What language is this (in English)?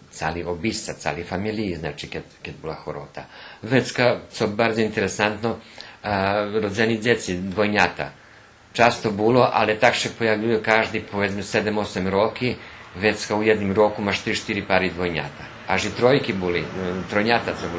Rusyn